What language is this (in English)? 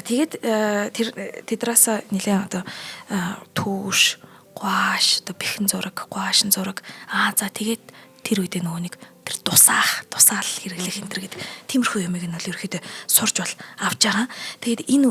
Mongolian